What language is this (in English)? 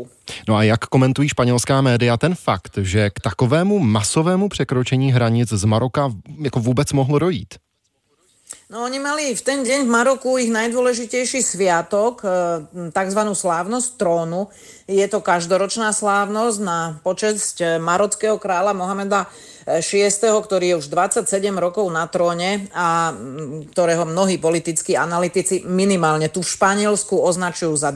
Slovak